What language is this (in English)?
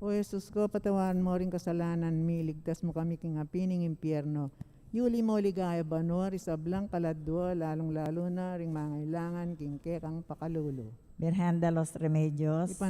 Pampanga